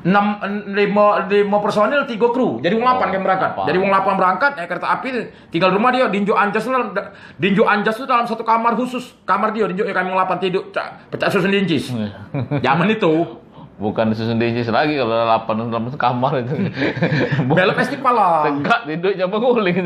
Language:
Musi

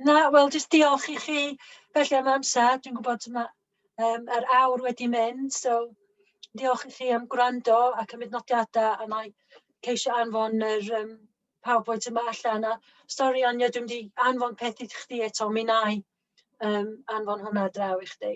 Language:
Welsh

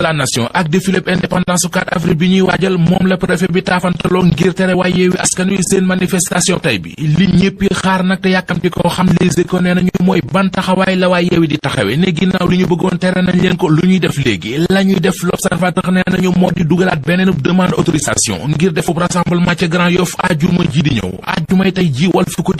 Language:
Wolof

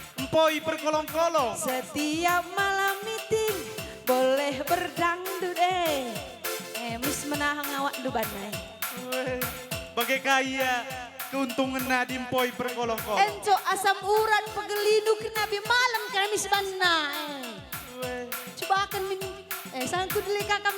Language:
Batak Karo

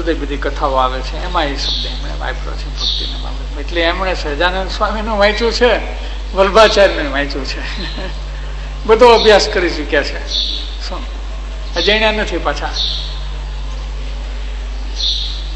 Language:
Gujarati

